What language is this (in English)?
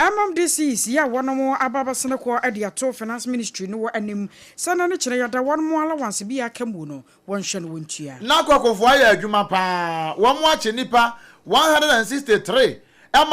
Akan